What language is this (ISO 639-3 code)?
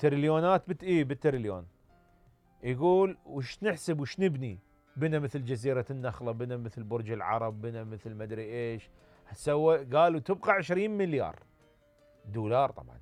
acm